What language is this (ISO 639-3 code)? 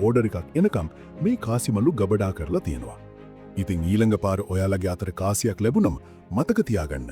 sin